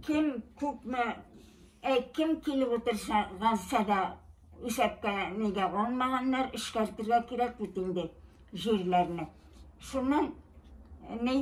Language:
Bashkir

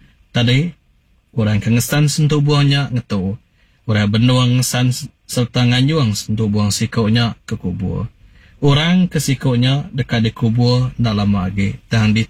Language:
Iban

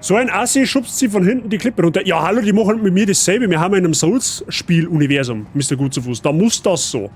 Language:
Bavarian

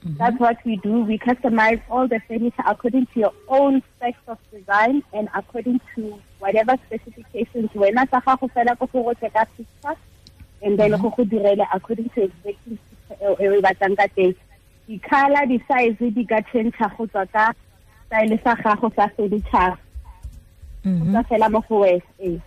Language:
Tswana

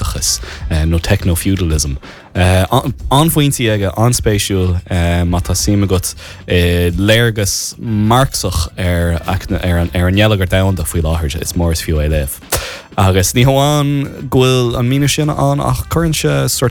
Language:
Irish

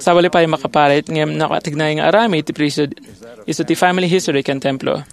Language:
Iloko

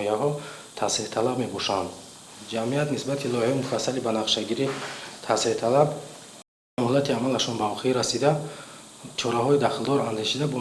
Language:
Tajik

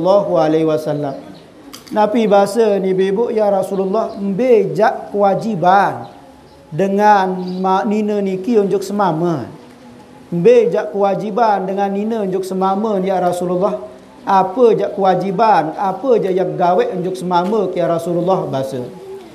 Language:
Sasak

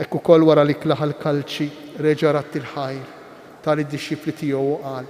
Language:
Maltese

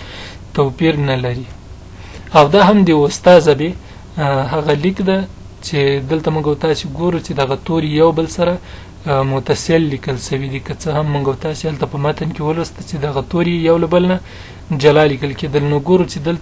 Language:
Pashto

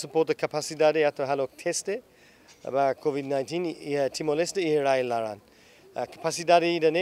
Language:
Tetum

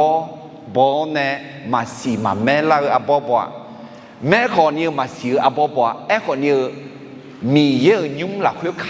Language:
Akha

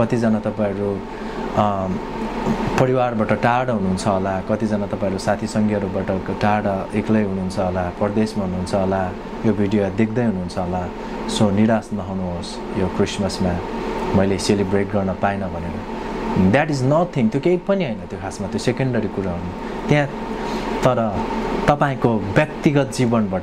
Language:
Nepali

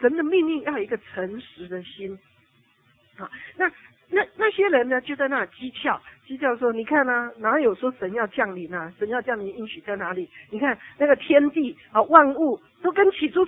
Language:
Chinese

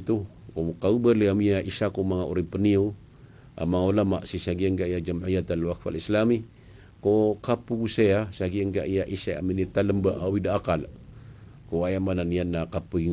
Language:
Maranao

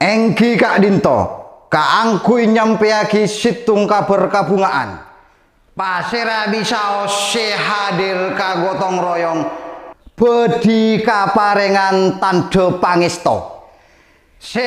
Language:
Madurese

